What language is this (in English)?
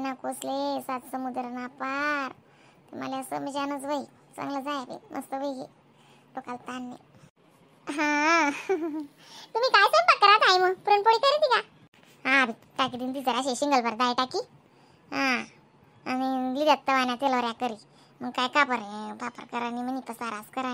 Khandesi